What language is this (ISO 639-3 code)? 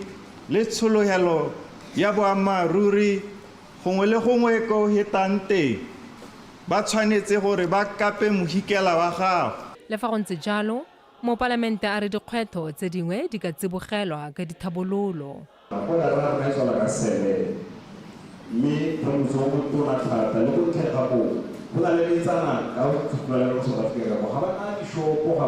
tsn